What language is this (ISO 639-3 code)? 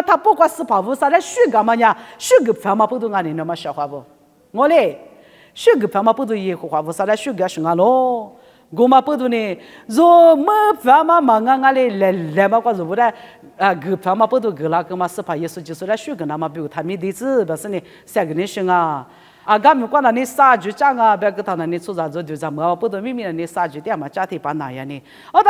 lis